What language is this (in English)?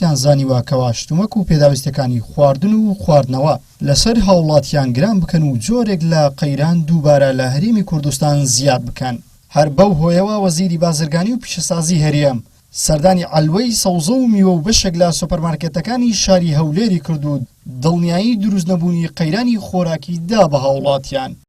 Central Kurdish